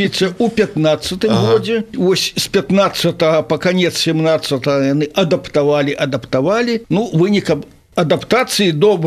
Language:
Belarusian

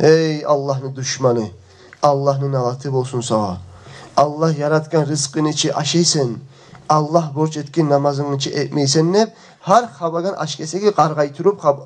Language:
Kumyk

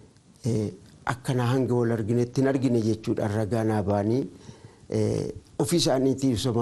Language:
Oromo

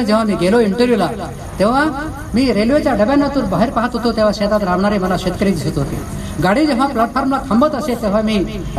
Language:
Marathi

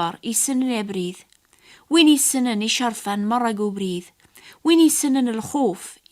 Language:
Kabyle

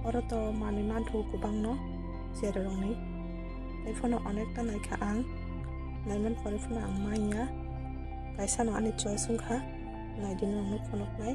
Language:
Kok Borok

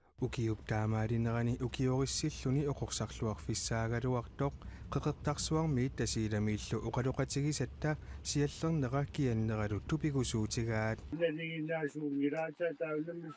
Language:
Kalaallisut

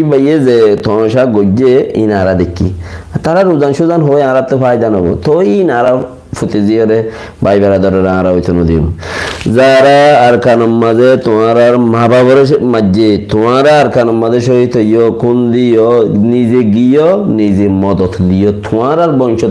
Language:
Rohingya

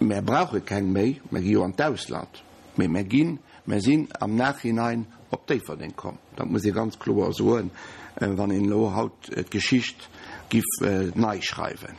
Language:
Luxembourgish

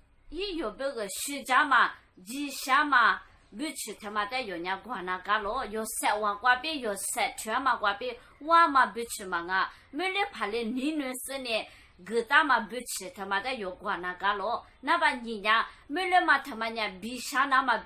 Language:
Lisu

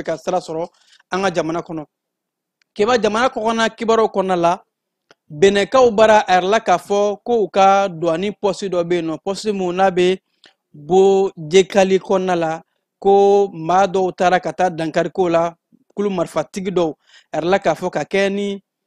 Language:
Bambara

